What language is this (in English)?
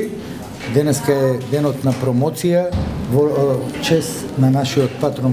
Macedonian